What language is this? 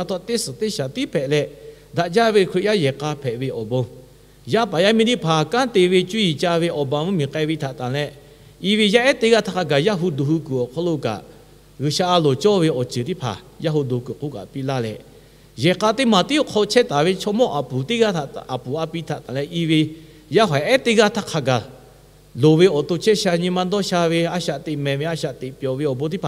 Lahu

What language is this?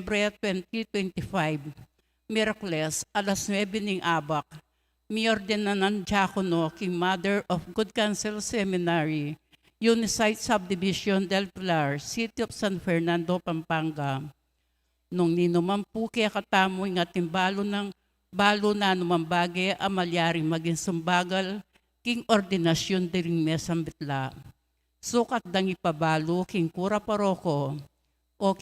Pampanga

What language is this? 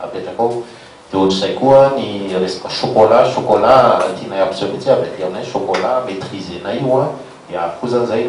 Malagasy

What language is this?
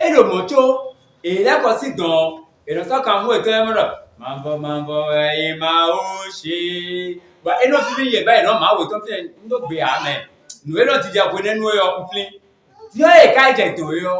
Fon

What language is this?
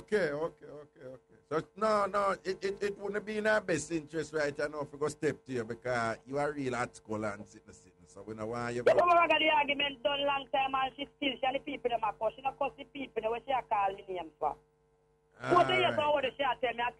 Jamaican Creole English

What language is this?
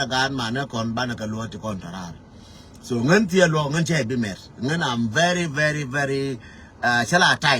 Nuer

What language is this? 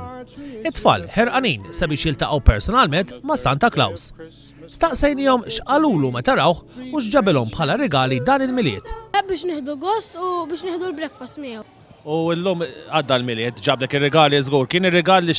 Maltese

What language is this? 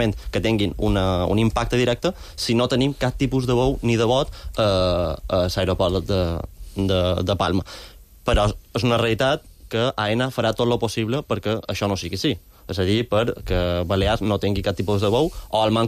Catalan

